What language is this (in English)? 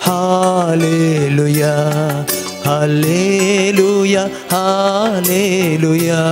Konkani